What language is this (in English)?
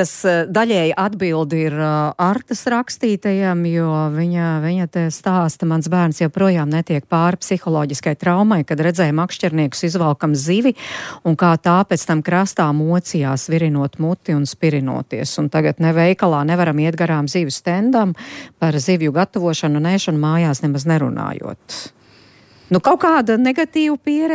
Latvian